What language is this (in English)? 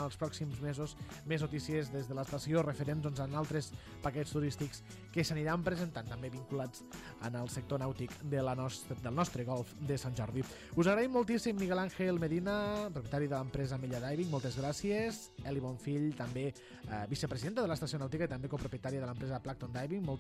Catalan